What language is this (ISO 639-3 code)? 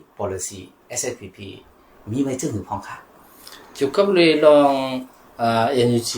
shn